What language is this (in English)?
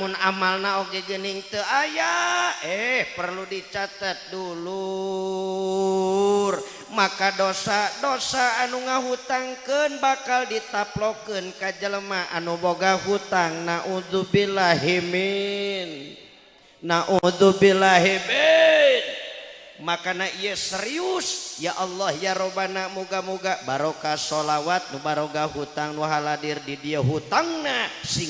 Sundanese